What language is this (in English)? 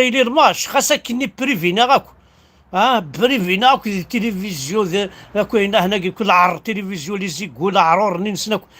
Kabyle